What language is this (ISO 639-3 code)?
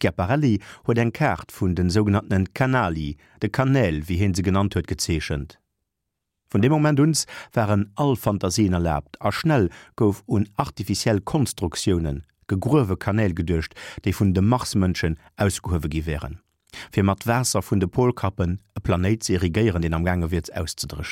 ltz